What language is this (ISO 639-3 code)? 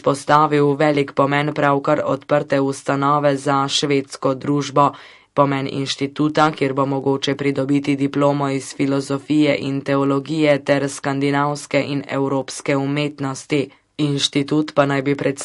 slv